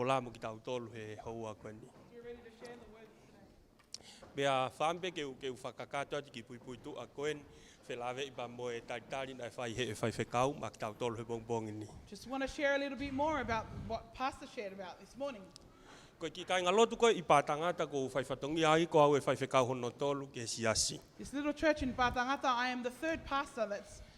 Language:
Tongan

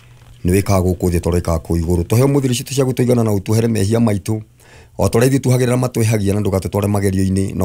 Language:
Kikuyu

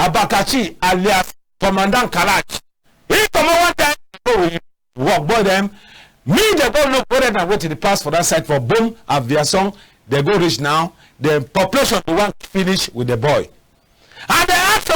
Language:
Cameroon Pidgin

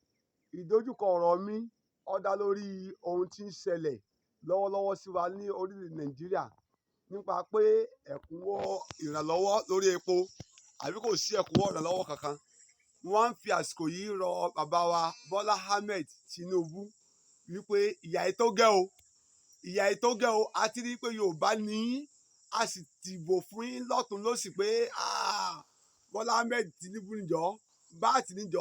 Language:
Yoruba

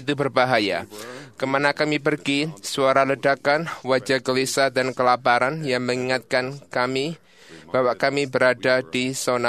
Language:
Indonesian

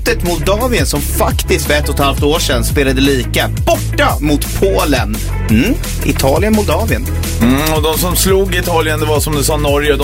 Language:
Swedish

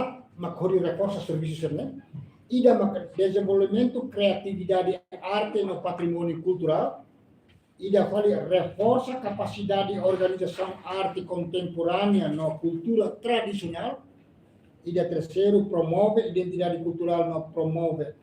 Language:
Tetum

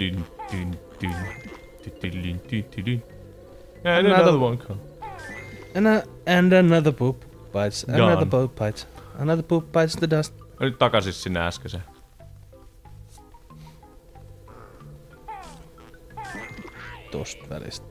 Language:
Finnish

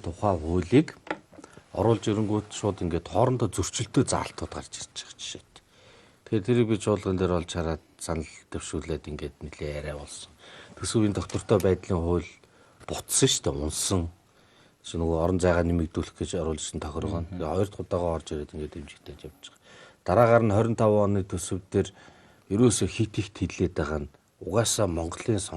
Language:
Mongolian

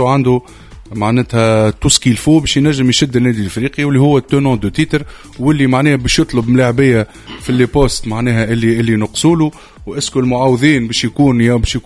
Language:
Tunisian Arabic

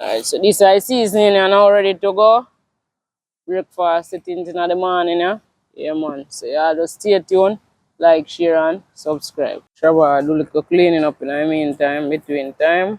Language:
Jamaican Creole English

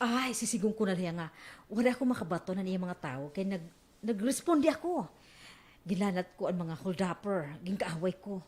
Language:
Waray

